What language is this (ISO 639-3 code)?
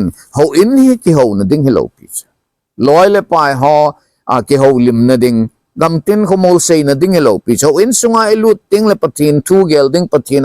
tcz